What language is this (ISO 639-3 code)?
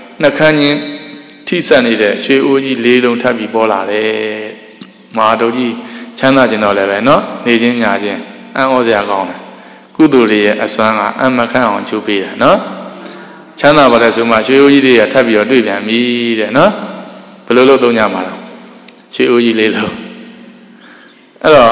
mya